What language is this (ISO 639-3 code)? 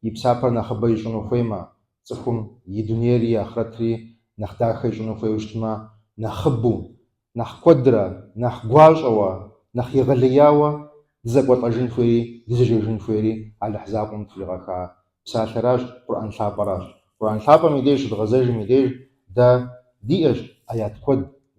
kbd